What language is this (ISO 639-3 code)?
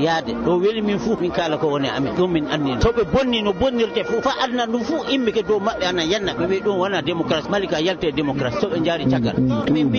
ffm